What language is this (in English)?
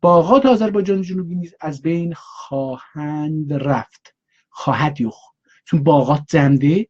South Azerbaijani